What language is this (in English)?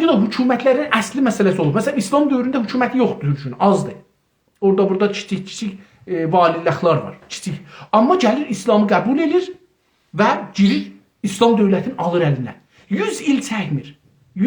South Azerbaijani